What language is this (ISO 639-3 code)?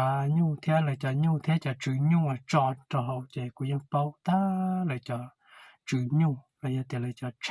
hmn